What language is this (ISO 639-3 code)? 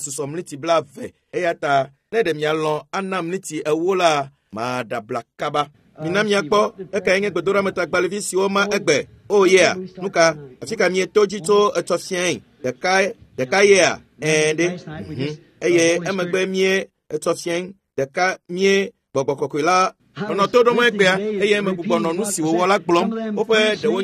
ewe